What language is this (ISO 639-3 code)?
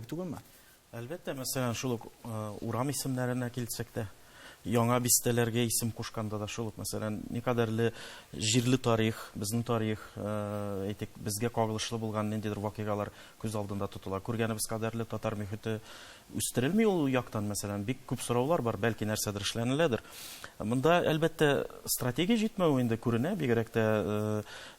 tat